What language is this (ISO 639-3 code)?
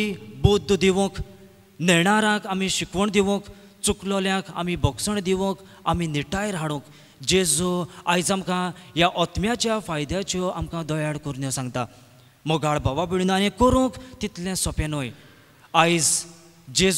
kok